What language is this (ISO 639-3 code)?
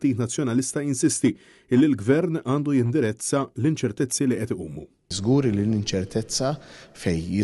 mlt